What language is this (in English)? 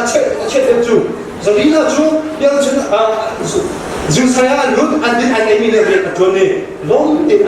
Hakha Chin